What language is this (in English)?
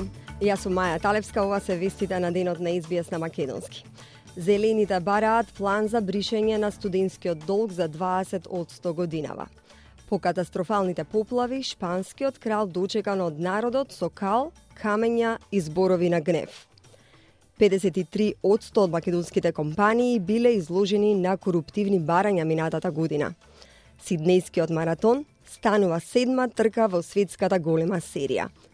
Macedonian